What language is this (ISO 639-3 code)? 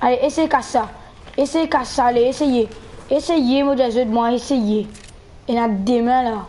mfe